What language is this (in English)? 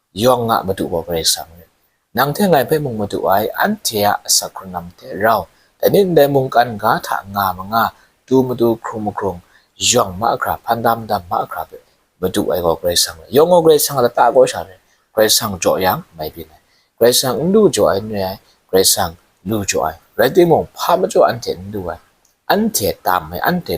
Kachin